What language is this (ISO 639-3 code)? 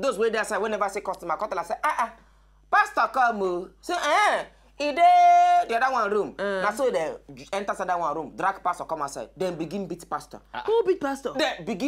pcm